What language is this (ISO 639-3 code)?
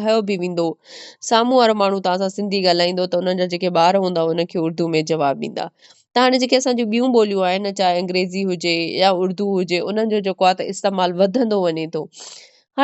snd